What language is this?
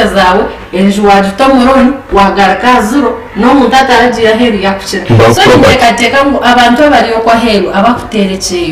Nyankole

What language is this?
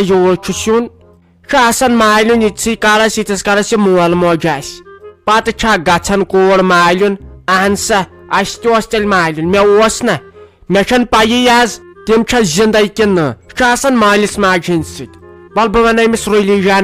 Kashmiri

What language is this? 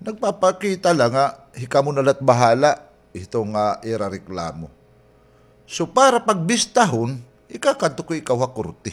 Waray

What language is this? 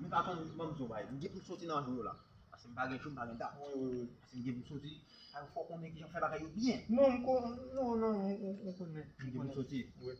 Haitian Creole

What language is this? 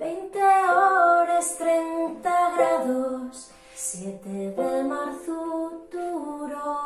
Asturian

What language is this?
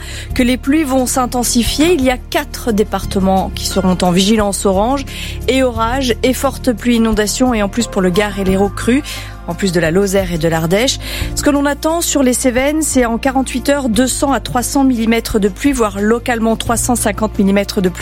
French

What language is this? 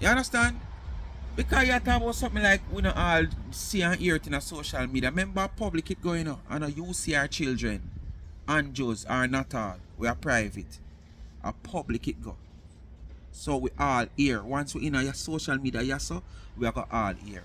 Jamaican Creole English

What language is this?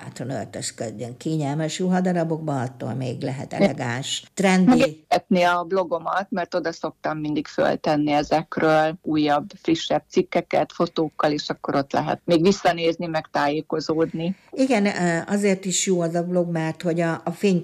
Hungarian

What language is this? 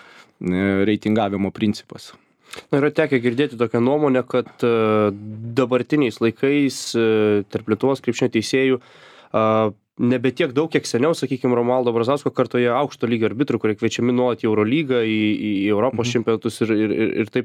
Lithuanian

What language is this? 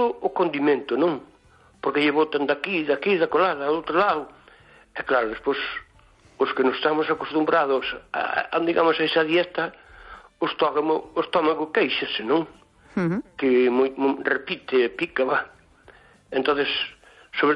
Galician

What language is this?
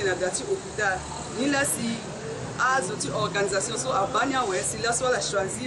Sango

